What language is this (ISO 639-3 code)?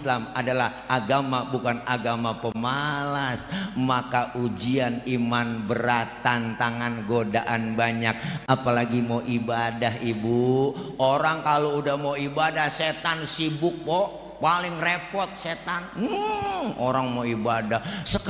bew